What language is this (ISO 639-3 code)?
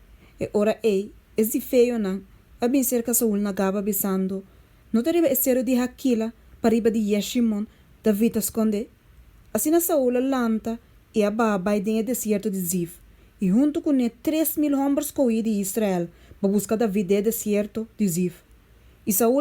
pap